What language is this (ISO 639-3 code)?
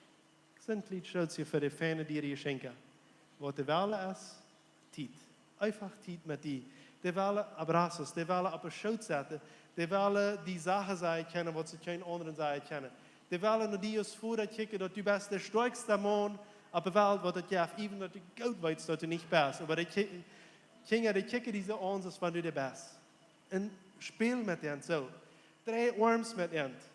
pdt